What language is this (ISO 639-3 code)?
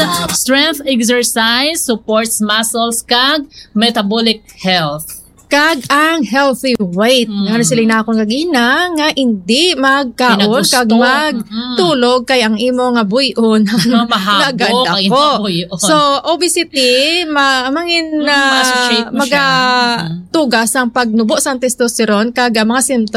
hil